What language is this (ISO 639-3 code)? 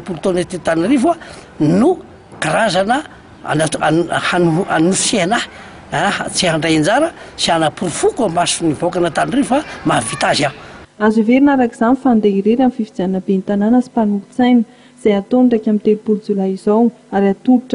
mlg